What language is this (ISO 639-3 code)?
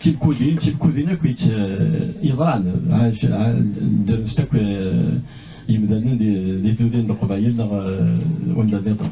kab